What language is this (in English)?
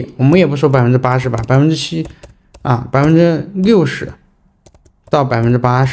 Chinese